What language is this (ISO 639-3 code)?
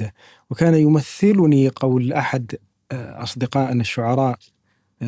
ara